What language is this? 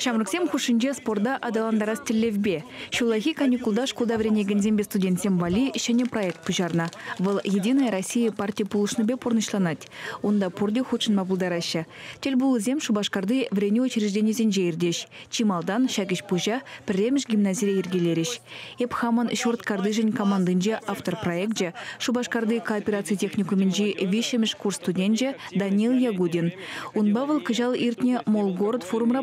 Chuvash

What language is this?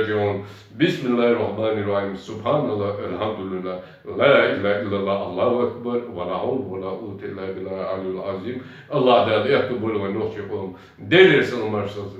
Chechen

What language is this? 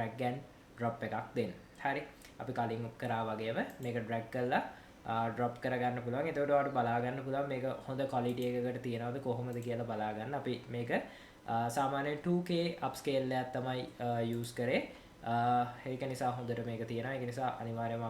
Sinhala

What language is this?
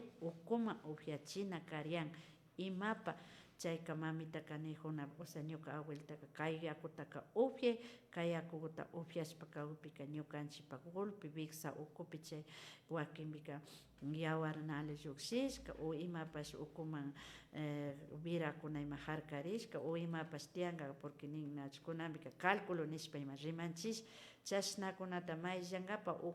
Imbabura Highland Quichua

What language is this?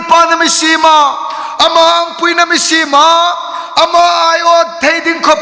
Hmar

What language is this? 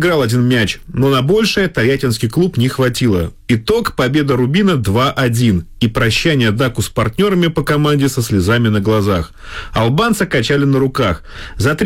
Russian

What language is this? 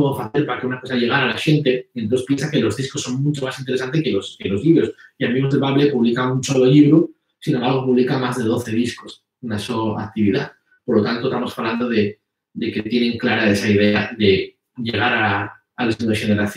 Asturian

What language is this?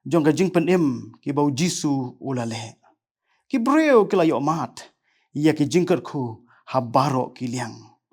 Khasi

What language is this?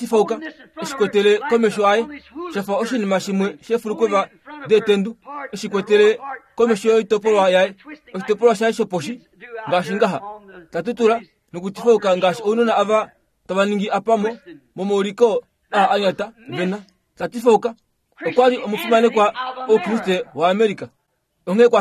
Kuanyama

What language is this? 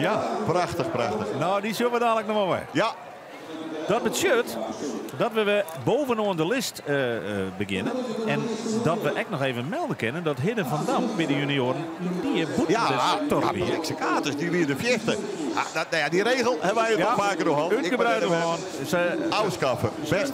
Western Frisian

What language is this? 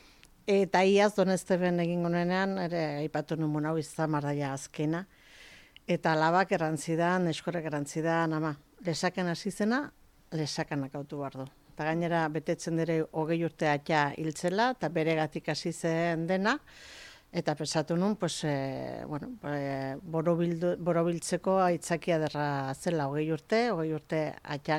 Basque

